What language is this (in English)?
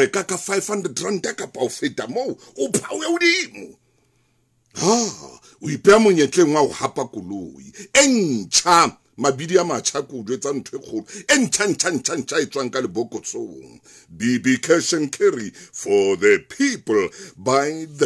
Southern Sotho